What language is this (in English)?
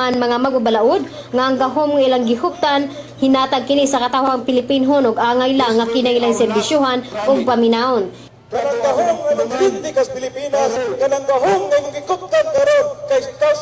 Cebuano